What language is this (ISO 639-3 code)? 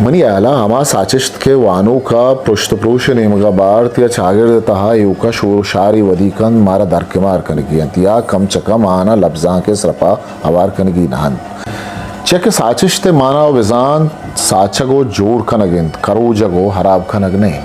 bgp